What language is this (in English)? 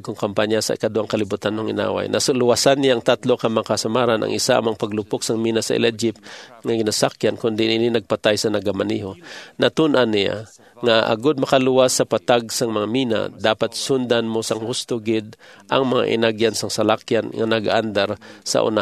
Hiligaynon